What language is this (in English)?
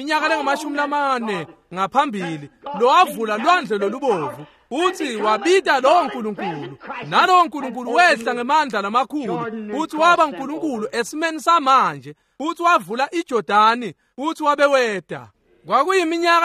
Swati